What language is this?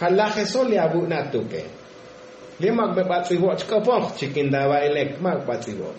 Tzotzil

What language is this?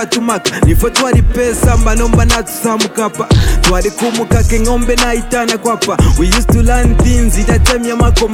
Bemba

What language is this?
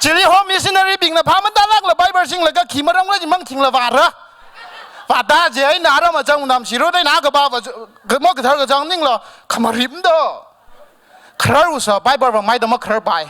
Tangkhul Naga (India)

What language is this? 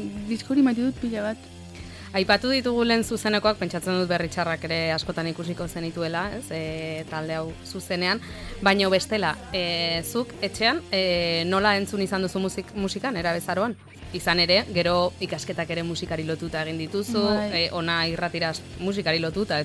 Basque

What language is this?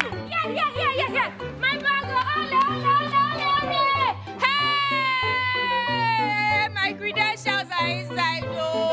Nigerian Pidgin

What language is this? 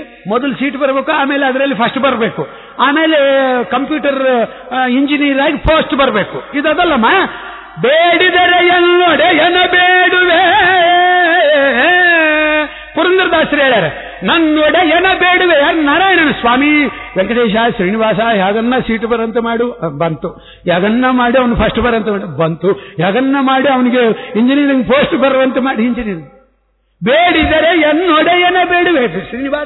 Kannada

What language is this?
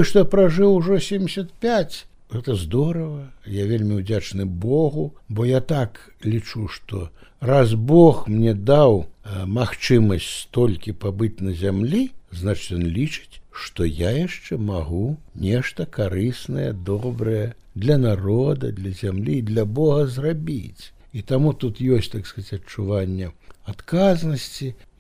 Belarusian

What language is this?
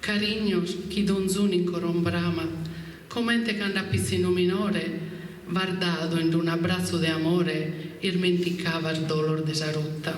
Sardinian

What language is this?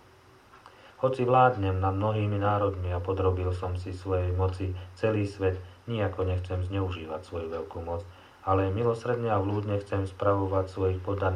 Slovak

